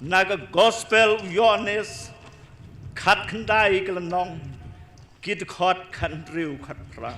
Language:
Khasi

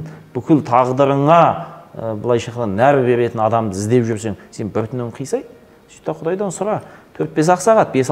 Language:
Kazakh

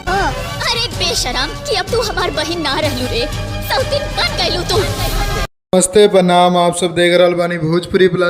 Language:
Bhojpuri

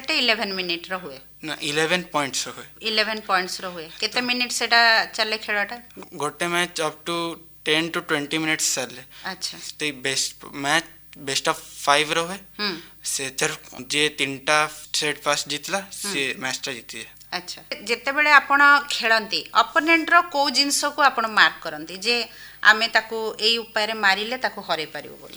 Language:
Odia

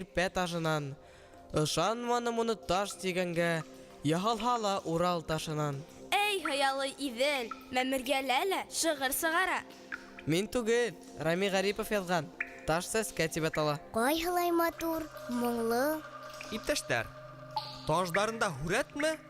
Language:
Bashkir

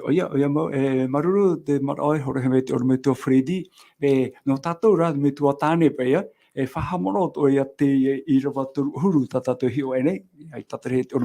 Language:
Tahitian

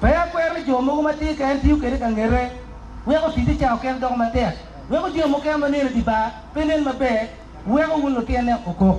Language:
Acoli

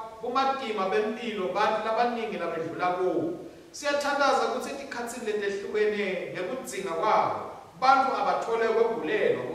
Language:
Swati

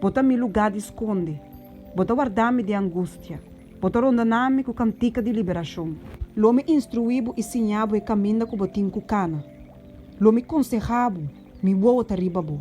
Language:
Papiamento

